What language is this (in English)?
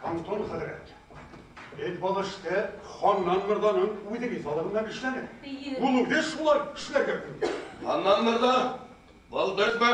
Bashkir